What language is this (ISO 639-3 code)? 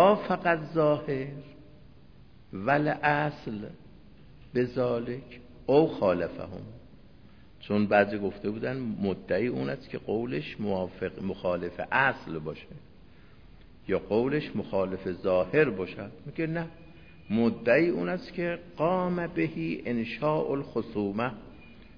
fas